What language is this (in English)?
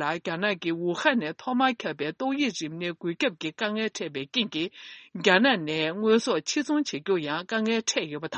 Tibetan